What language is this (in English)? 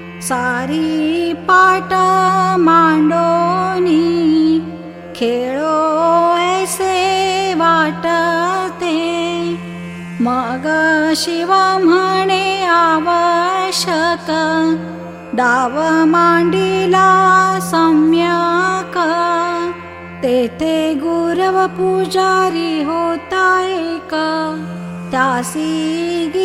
Marathi